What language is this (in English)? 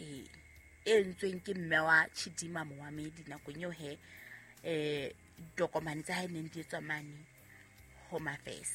Southern Sotho